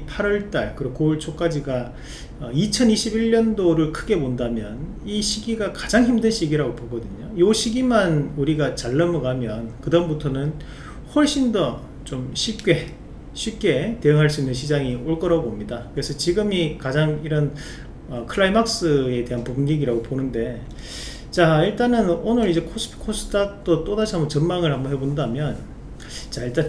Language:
Korean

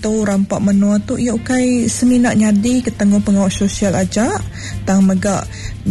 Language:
Iban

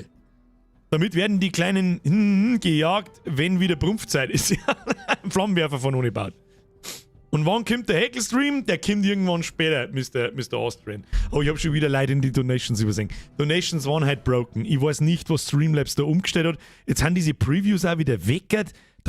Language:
Bavarian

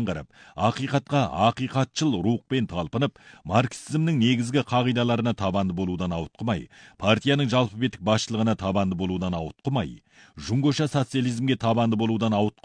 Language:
Kazakh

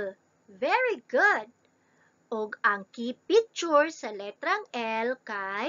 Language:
Cebuano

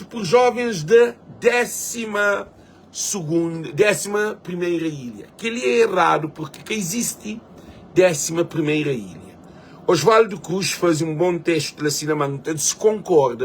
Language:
Kabuverdianu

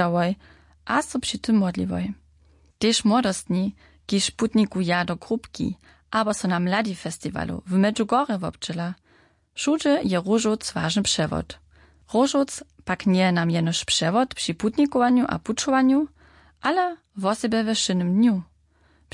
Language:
Upper Sorbian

